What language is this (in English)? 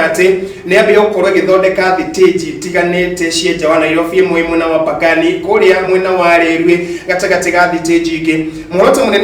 Kikuyu